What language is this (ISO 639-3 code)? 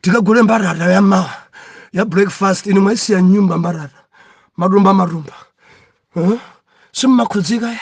nya